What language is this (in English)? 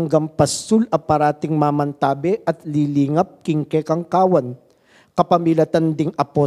Pampanga